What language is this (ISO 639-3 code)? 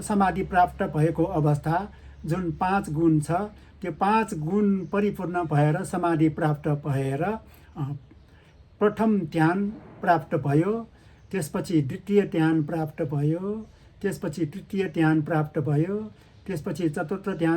nep